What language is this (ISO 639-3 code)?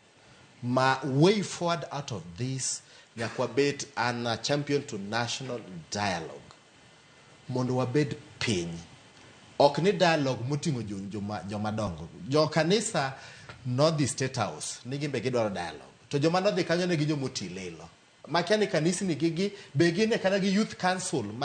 luo